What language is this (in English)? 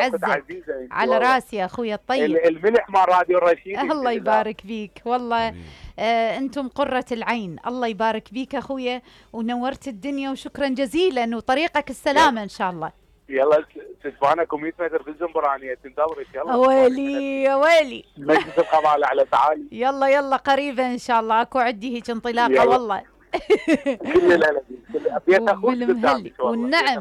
Mesopotamian Arabic